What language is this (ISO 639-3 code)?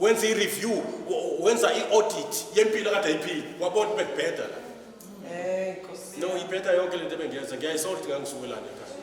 zul